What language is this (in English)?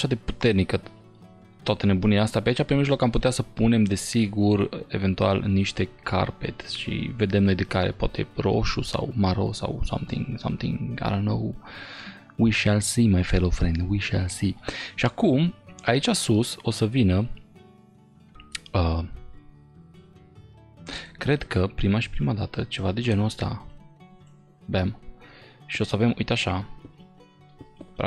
Romanian